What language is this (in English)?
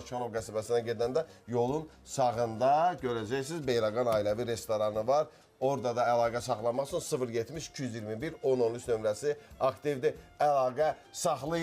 Azerbaijani